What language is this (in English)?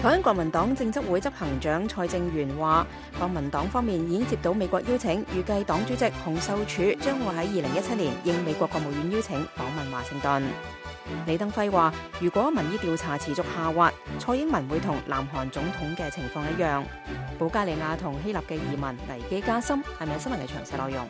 Cantonese